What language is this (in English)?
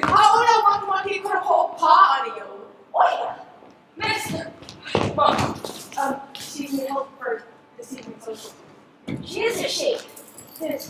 Hawaiian